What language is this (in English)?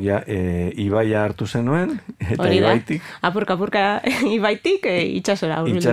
Basque